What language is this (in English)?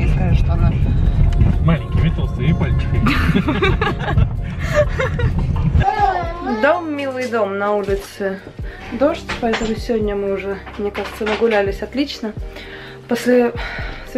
Russian